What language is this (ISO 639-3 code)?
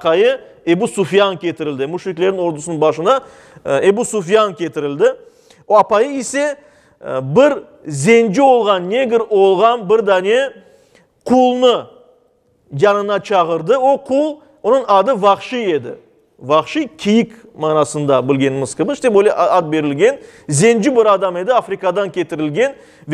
crh